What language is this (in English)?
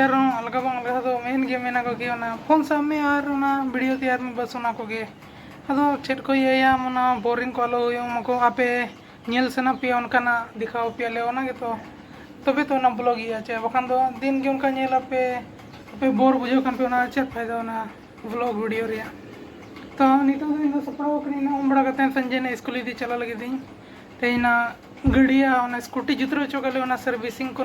Santali